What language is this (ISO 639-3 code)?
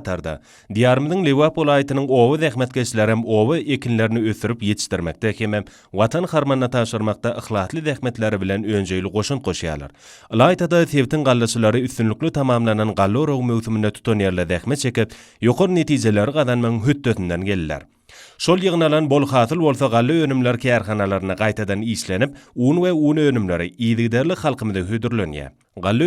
tuk